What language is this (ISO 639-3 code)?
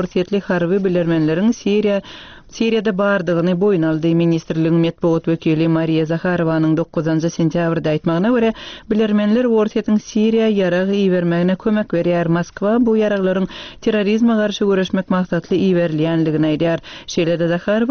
tuk